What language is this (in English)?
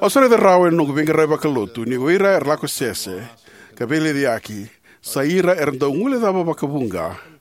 Fijian